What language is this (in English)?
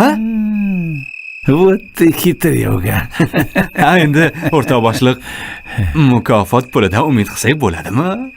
Uzbek